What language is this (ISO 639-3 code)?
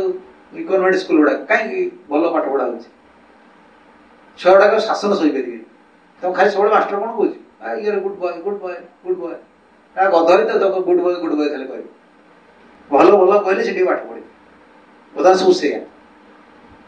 ori